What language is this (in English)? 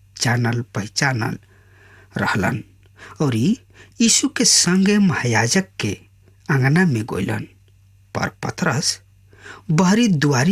Bhojpuri